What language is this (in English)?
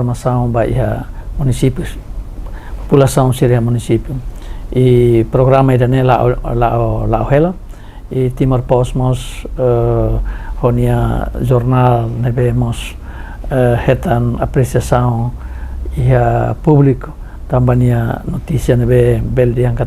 Tetum